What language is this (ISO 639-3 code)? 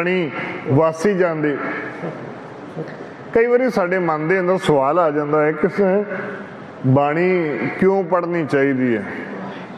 pan